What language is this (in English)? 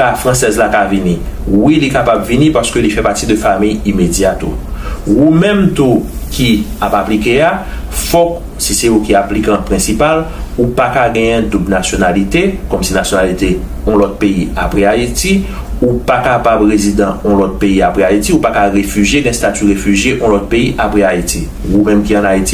Haitian Creole